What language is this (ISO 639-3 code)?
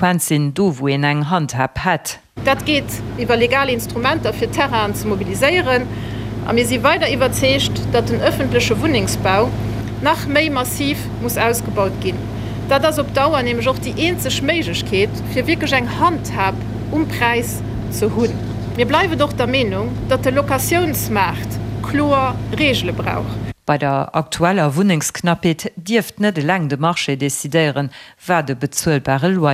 ltz